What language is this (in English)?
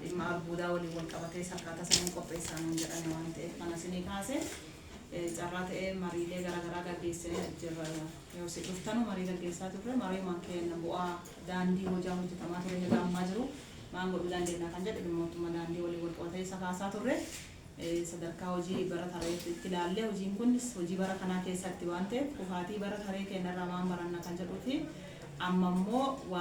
Oromo